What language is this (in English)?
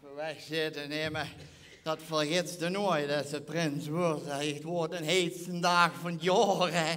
Limburgish